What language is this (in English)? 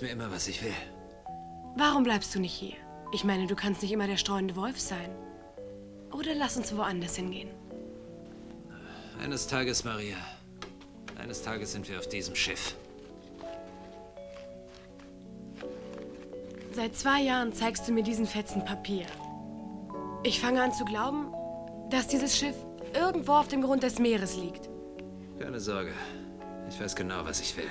German